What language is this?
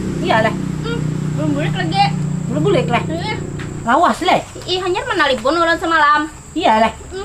Banjar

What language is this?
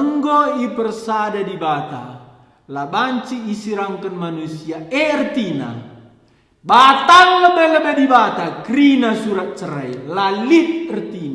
Batak Karo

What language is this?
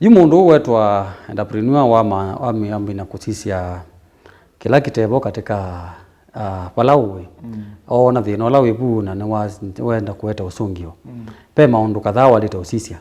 Kamba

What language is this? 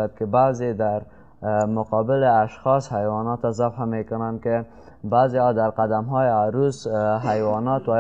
Persian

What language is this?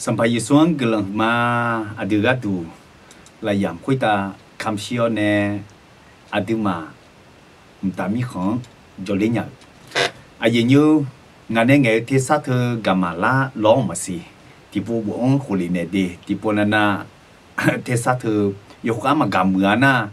Akha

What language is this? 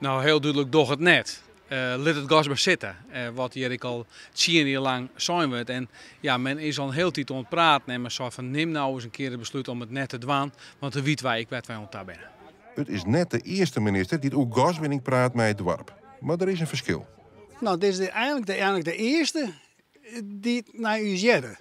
Western Frisian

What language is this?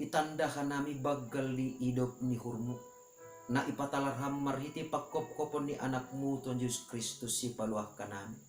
Batak Simalungun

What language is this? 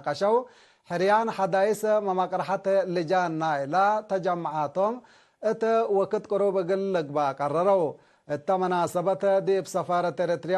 Tigre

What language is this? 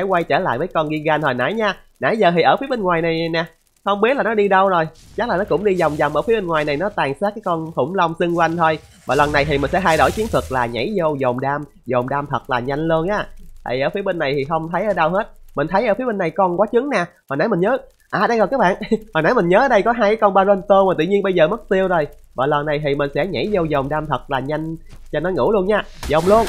Vietnamese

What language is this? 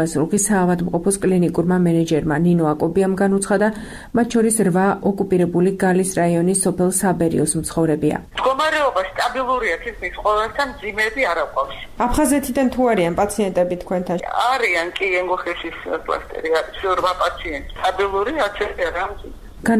Georgian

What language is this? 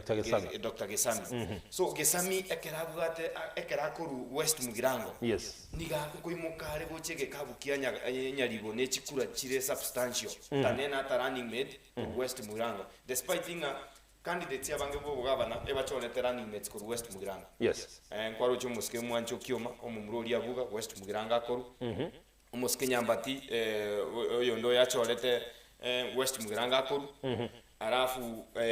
Gusii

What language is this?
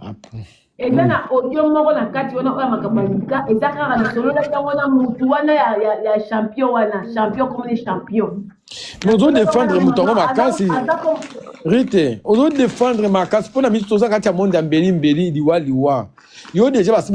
Lingala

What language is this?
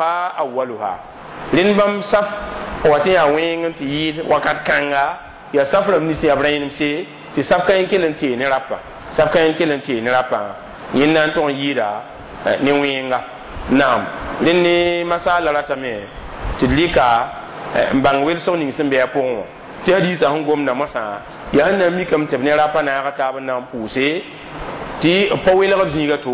Mossi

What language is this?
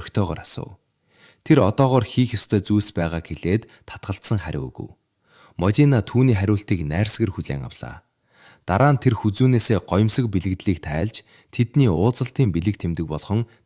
Mongolian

